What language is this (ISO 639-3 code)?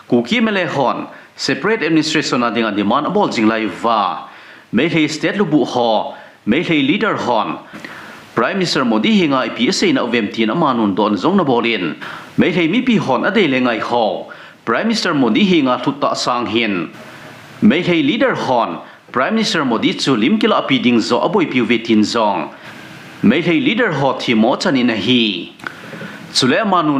tcz